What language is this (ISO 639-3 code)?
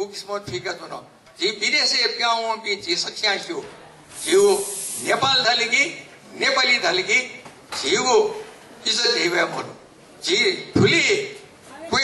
new